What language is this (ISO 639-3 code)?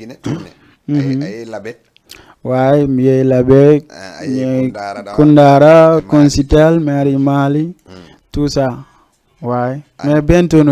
ful